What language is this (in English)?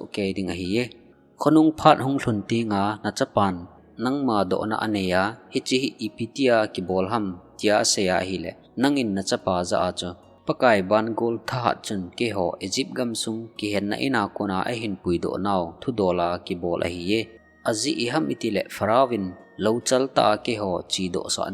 Thado Chin